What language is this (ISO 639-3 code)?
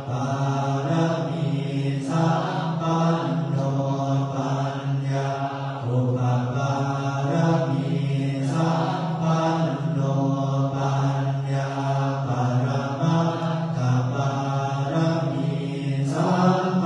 pli